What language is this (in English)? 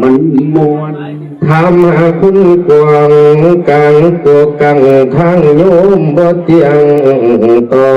Northeastern Thai